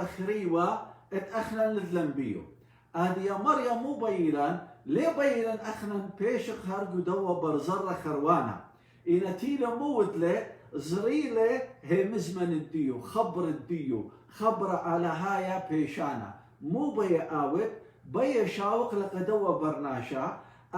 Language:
Assyrian Neo-Aramaic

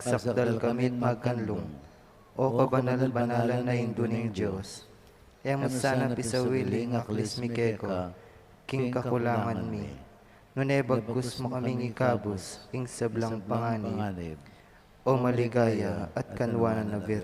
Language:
Pampanga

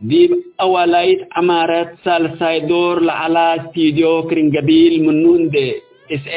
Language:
Tigre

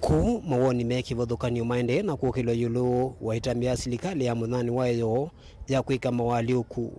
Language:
Kamba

